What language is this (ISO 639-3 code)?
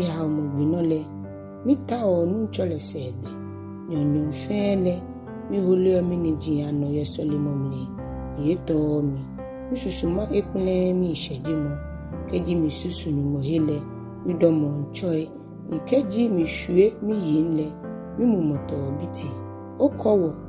gaa